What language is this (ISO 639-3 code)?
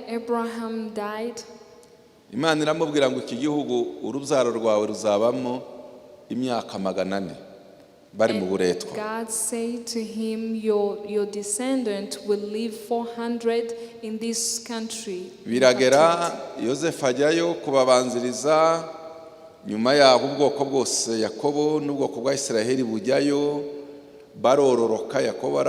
kin